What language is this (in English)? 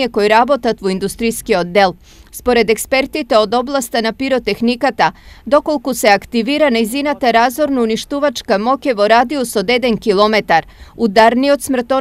Macedonian